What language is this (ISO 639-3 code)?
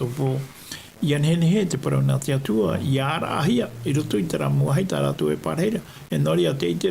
tah